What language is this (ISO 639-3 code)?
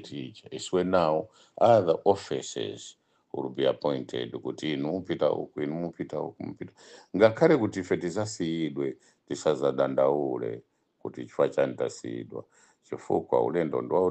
nya